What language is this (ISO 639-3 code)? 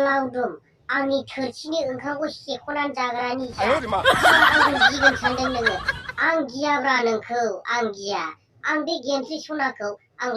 brx